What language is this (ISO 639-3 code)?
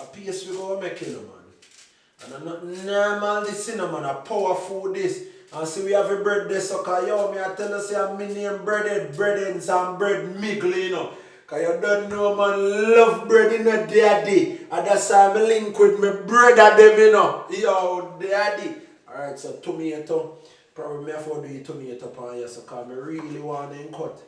jam